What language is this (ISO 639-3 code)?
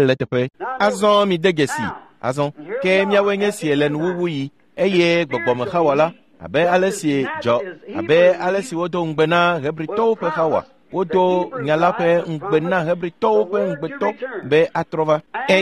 ewe